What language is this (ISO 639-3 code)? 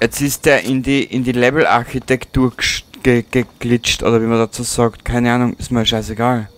bar